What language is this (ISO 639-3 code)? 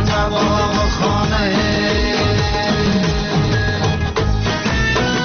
fas